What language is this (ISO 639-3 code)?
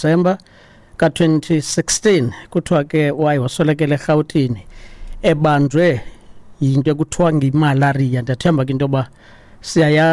xho